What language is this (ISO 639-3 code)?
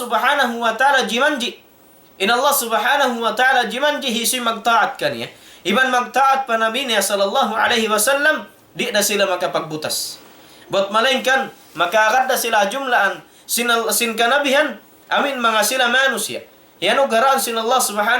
tsg